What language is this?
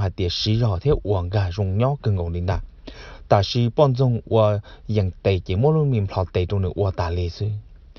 Hmong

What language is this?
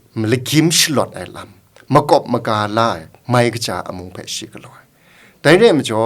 Kachin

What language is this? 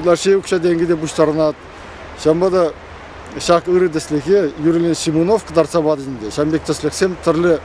Chuvash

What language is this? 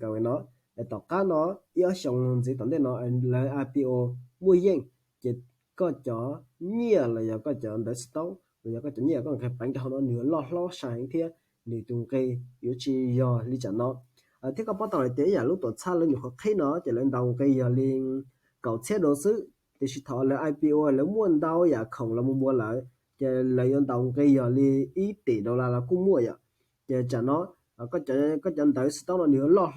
Hmong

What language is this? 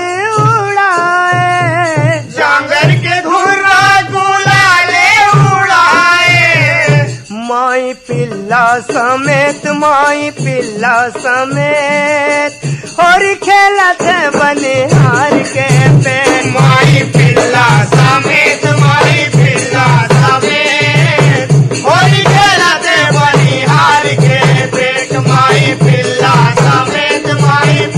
Chhattisgarhi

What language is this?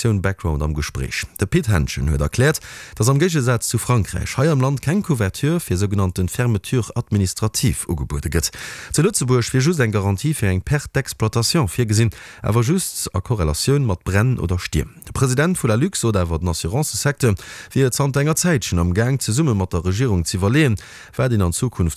Luxembourgish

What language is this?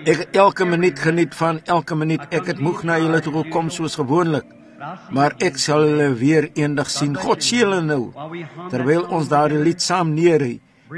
Afrikaans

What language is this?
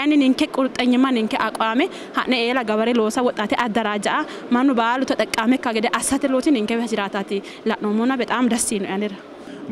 Sidamo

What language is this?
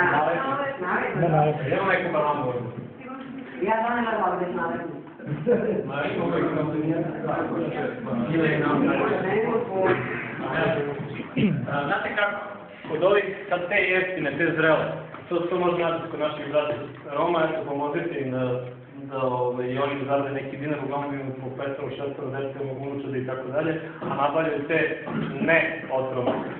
Serbian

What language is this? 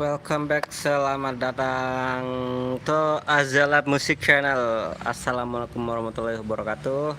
Sasak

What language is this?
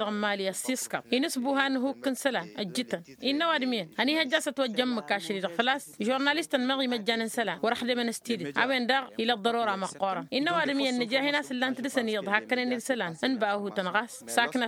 Tamasheq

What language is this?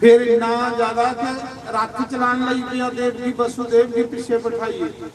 Dogri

